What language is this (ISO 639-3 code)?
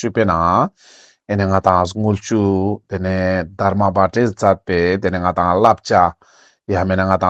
lbj